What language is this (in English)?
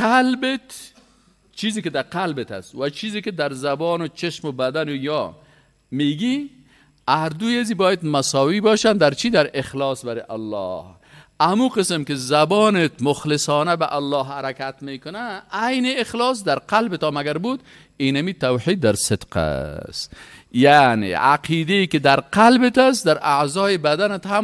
Persian